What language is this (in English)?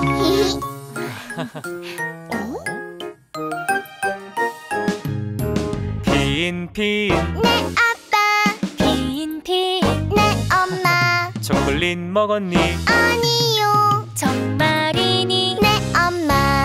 Korean